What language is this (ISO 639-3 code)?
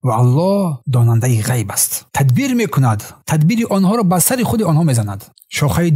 tgk